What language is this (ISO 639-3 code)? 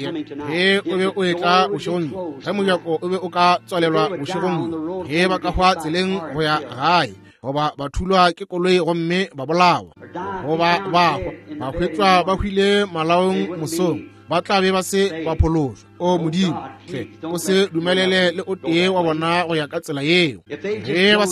nso